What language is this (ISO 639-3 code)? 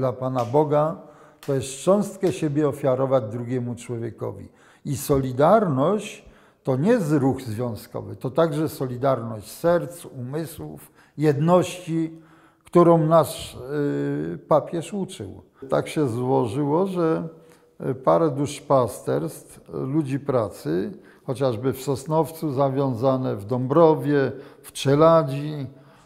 pol